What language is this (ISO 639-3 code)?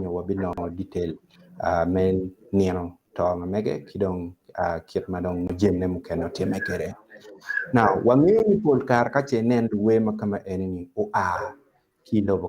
ach